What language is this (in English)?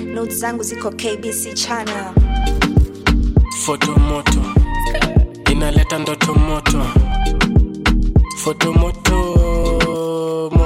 Swahili